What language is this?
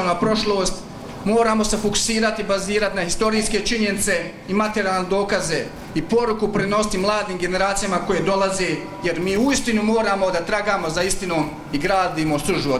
Bosnian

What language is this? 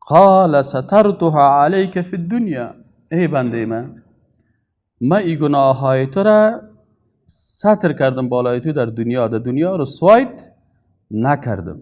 Persian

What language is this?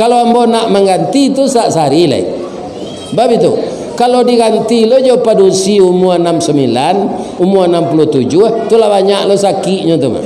Minangkabau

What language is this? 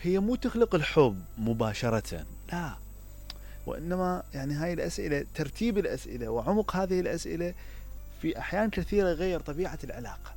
Mesopotamian Arabic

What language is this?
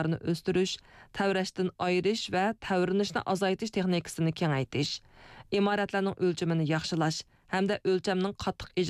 Uyghur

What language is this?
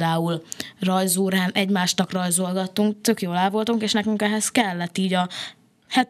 Hungarian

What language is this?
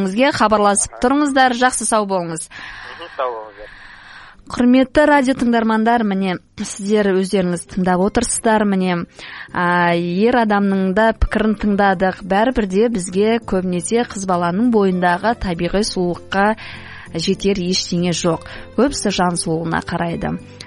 Kazakh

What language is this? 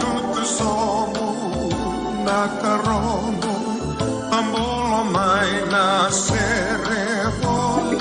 Fijian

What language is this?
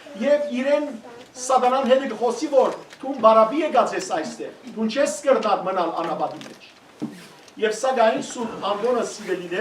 Western Armenian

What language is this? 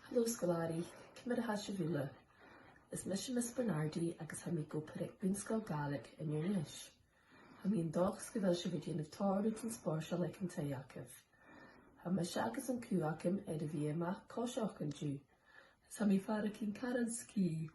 Scottish Gaelic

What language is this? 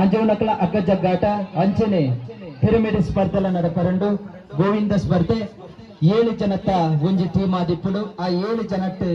Tulu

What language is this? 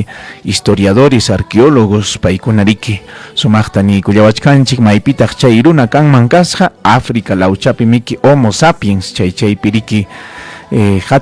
Ayacucho Quechua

